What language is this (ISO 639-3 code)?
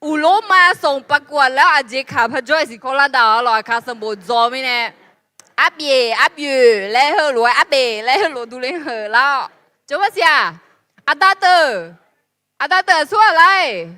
ahk